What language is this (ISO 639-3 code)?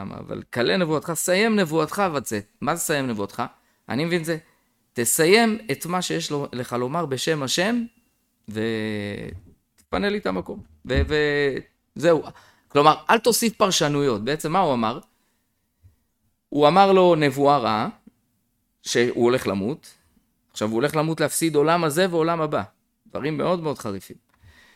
heb